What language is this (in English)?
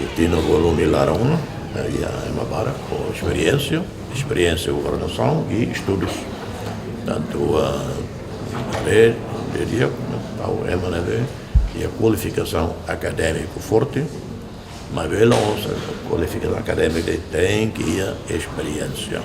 Tetum